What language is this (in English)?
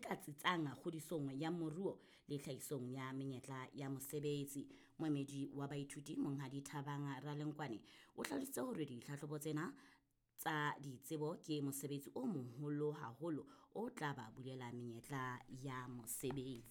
Southern Sotho